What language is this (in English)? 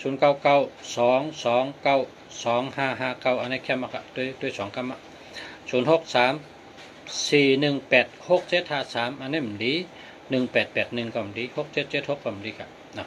Shan